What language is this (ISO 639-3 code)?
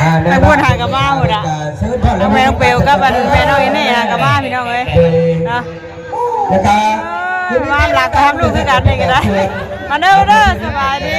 tts